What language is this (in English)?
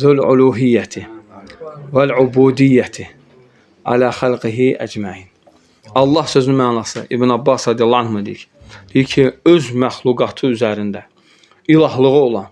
Azerbaijani